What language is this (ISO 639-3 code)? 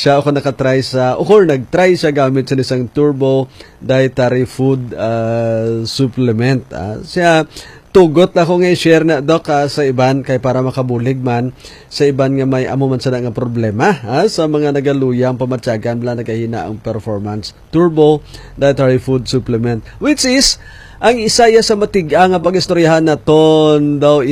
hil